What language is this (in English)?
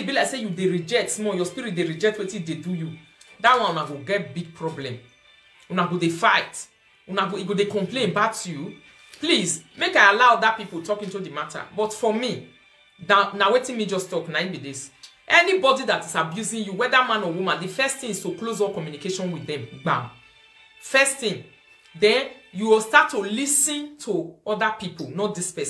Nigerian Pidgin